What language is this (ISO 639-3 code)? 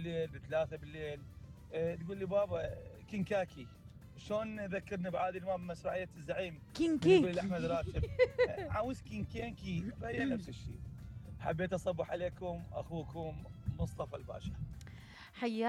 acm